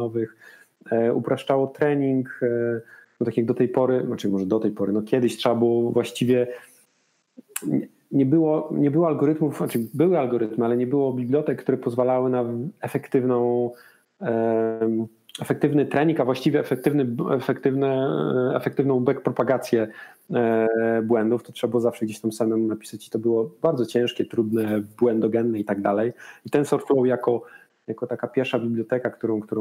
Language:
Polish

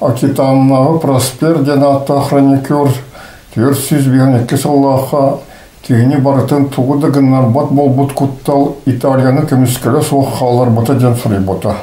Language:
Yakut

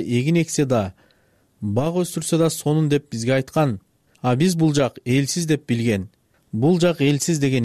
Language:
Kyrgyz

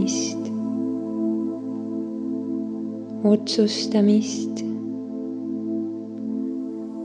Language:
Estonian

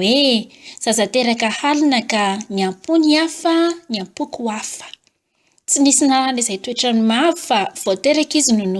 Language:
Malagasy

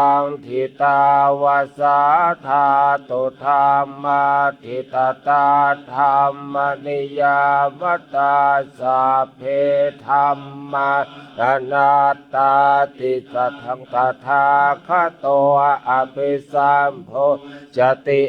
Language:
Pali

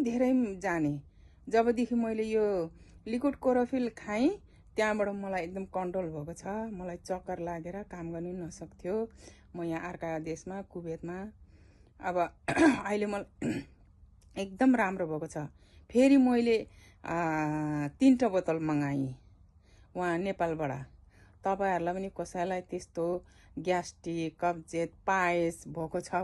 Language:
Nepali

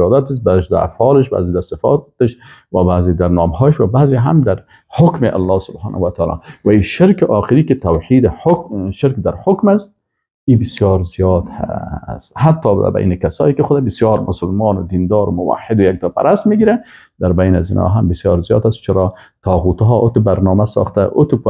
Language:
Persian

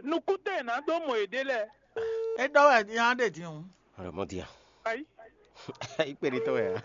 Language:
Fon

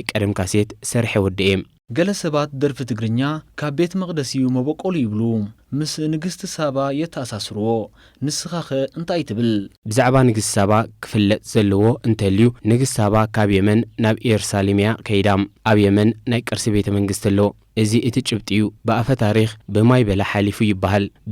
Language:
Tigrinya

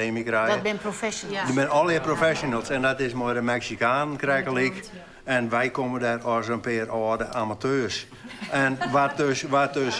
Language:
Western Frisian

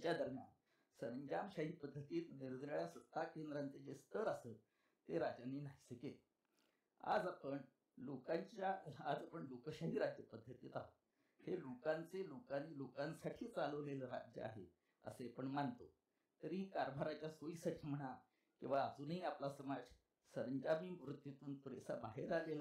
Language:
Marathi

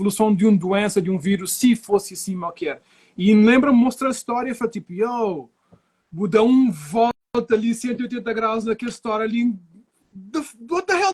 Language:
Kabuverdianu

